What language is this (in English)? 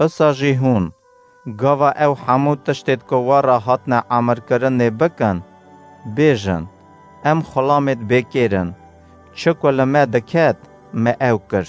Kurdish